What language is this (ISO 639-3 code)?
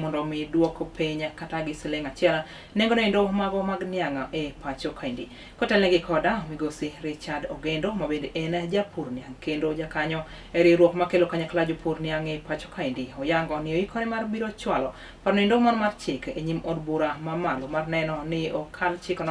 luo